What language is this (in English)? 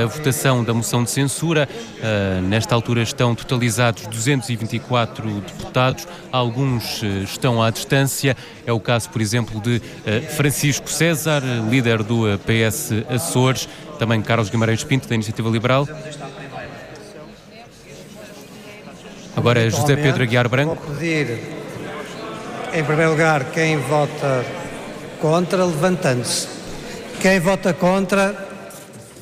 Portuguese